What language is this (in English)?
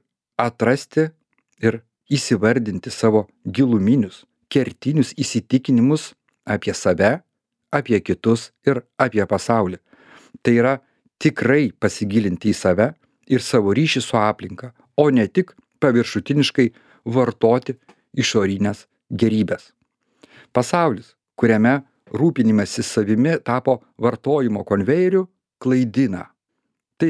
Lithuanian